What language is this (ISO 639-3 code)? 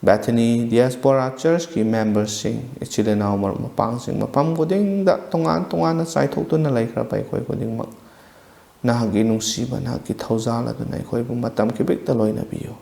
mni